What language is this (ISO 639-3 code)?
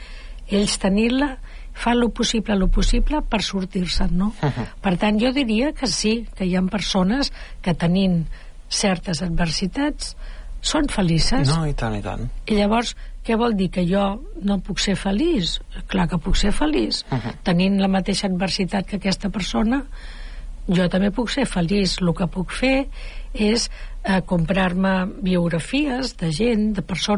cat